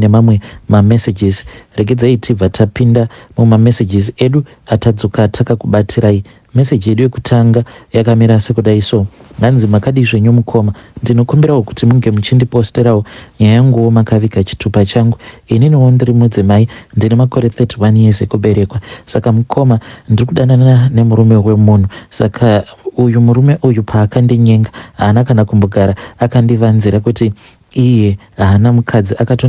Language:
Shona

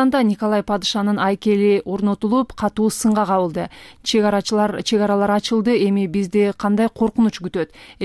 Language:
Kyrgyz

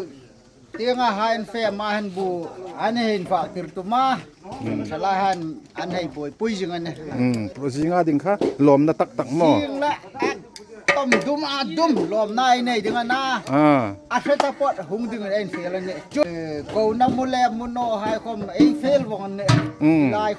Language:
Hmar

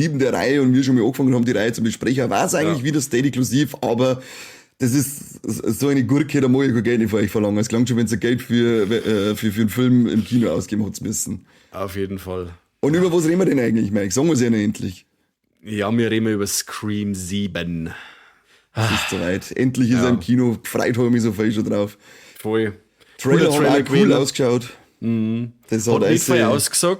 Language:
Bavarian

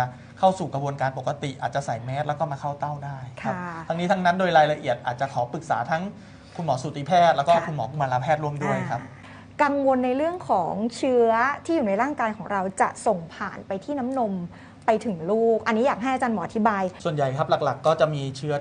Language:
Thai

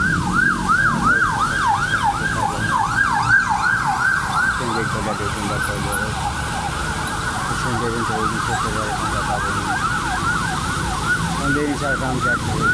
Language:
Filipino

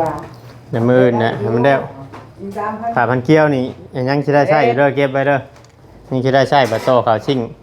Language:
Northeastern Thai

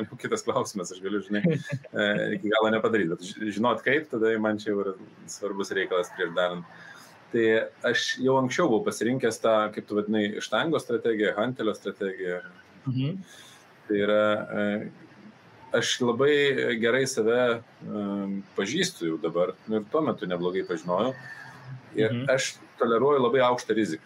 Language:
Lithuanian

